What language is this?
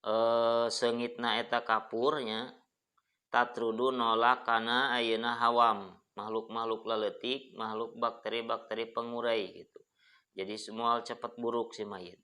Sundanese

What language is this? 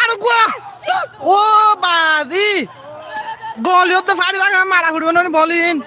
Rohingya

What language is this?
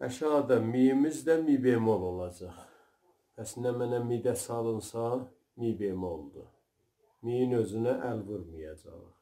South Azerbaijani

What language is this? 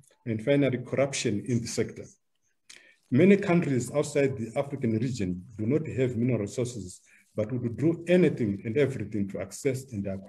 English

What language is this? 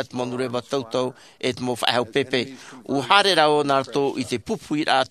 Tahitian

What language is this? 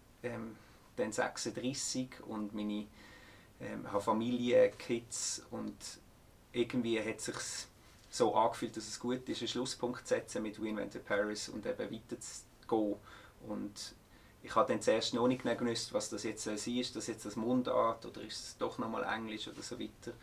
Swiss German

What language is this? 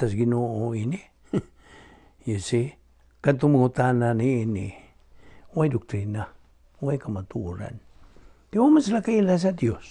Cebuano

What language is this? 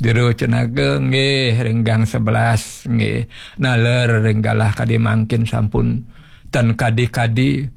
Balinese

